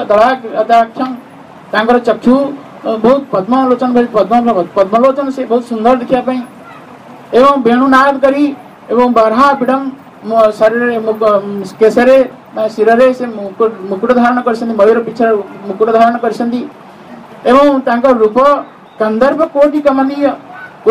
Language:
Odia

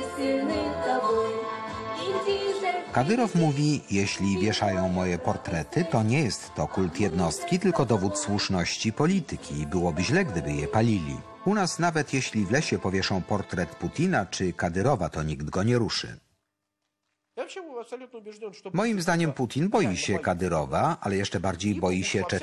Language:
Polish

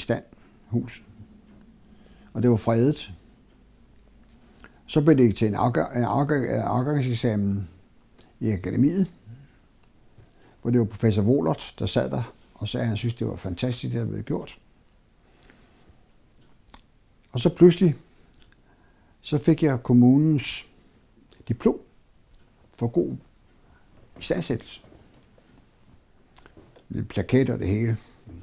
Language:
Danish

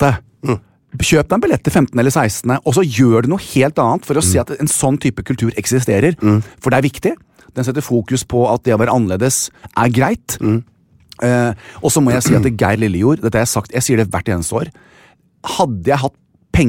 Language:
Norwegian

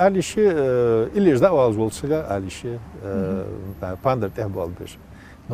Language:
Ingush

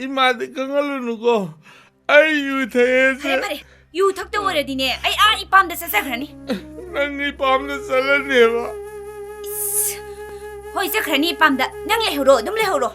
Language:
Manipuri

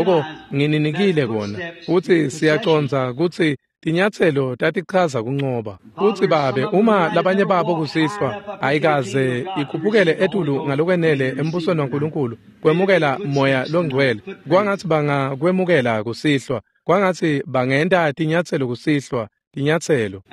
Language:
Swati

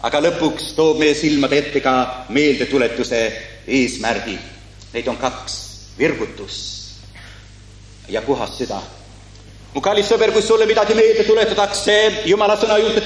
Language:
Estonian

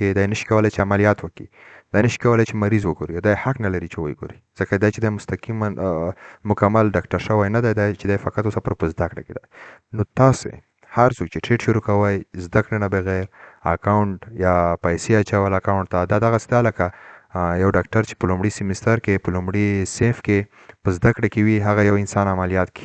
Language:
Pashto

